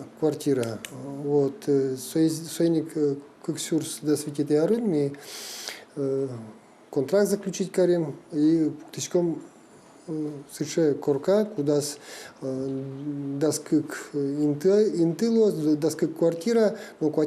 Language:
Udmurt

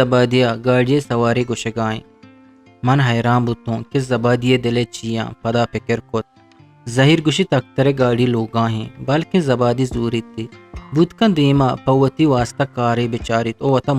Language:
Eastern Balochi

